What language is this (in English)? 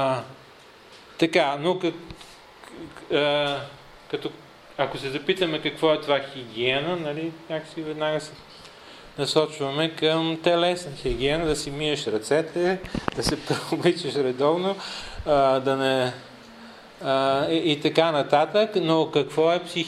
Bulgarian